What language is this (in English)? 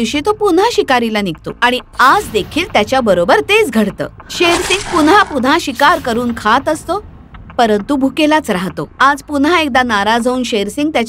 Marathi